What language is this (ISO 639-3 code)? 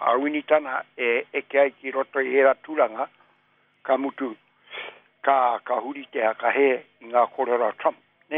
mri